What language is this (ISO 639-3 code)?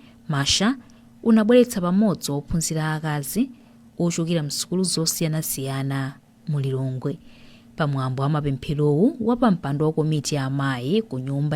nya